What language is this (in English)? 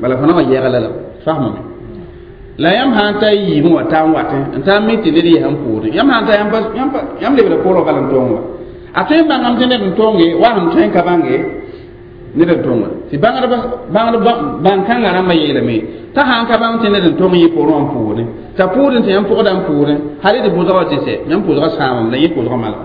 Mossi